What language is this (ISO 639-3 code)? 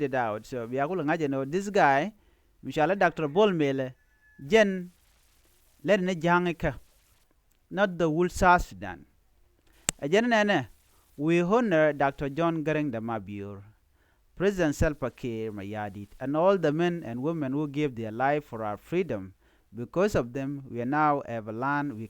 nus